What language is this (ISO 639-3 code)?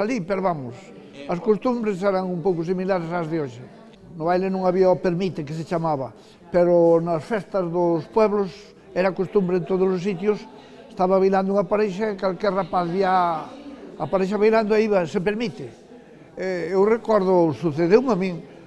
glg